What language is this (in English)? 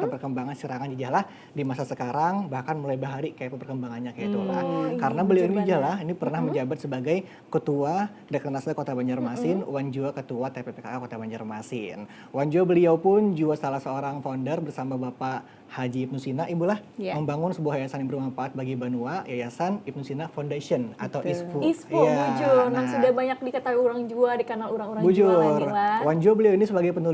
Banjar